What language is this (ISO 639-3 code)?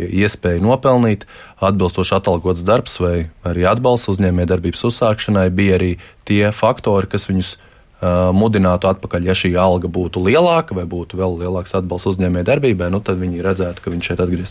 lav